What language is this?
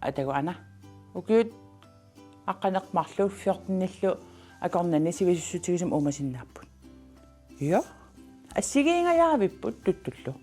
Kalaallisut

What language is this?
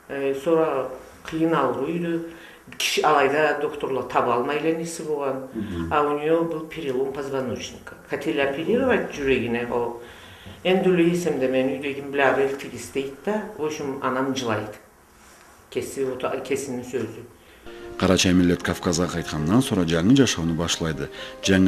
Karachay-Balkar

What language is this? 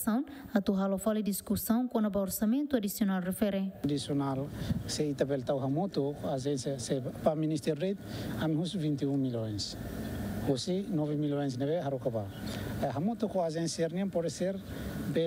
Tetum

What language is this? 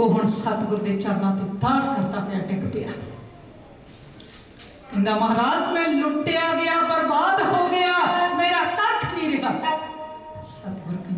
Punjabi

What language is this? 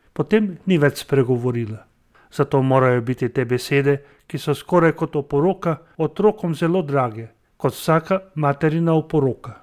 Slovenian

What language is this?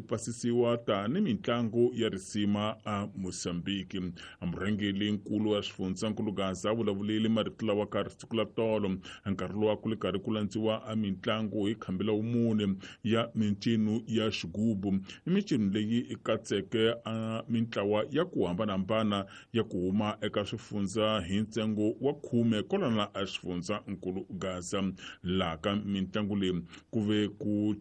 Tsonga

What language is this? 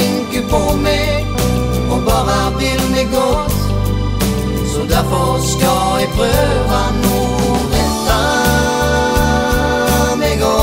Norwegian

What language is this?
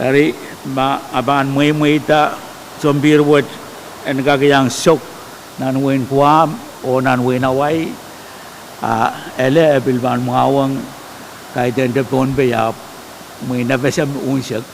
Pohnpeian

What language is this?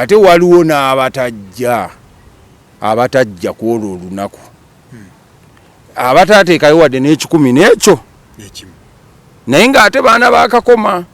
Ganda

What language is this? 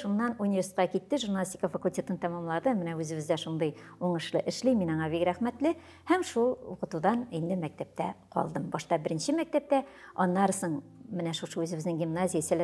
Tatar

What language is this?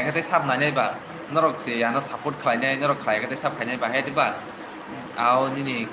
Kok Borok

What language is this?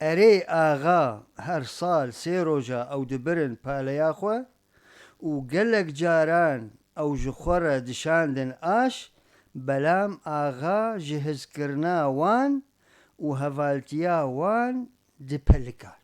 Kurdish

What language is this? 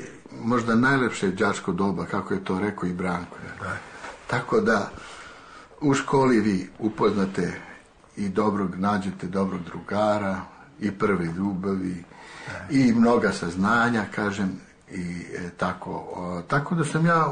Serbian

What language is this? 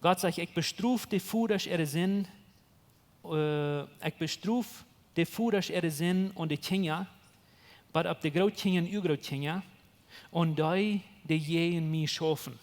Plautdietsch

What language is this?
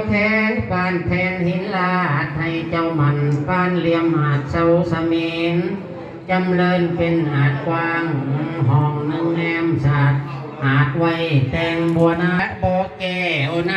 Northeastern Thai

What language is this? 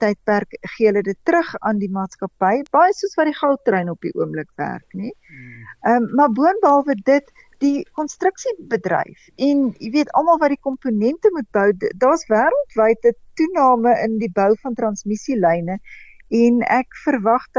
Afrikaans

